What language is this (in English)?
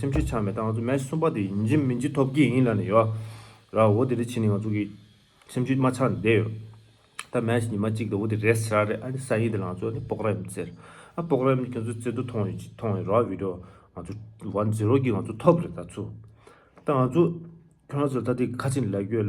Tibetan